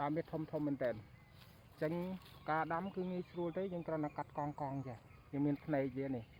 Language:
Khmer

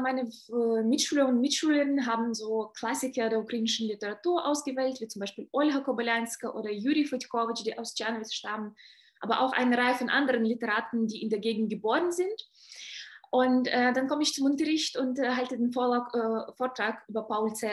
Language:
German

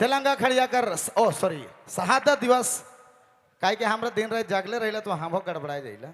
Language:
Sadri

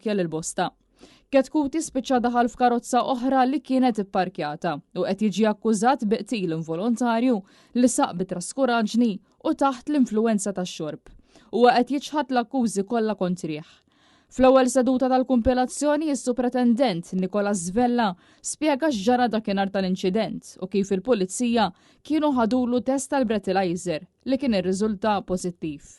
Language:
Maltese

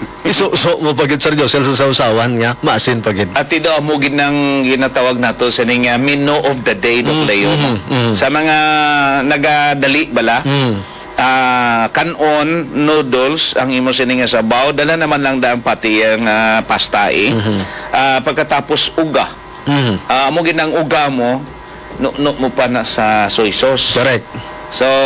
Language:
Hiligaynon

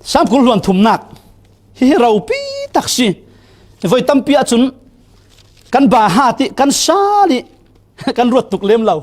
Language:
Falam Chin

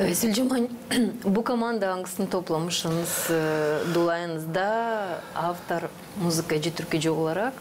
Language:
Gagauz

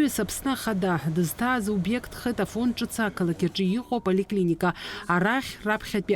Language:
Abkhazian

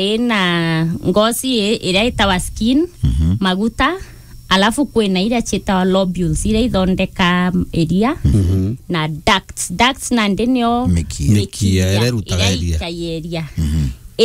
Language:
Meru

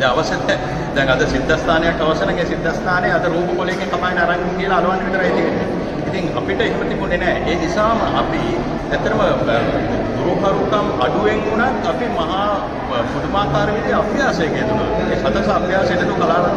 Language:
Sinhala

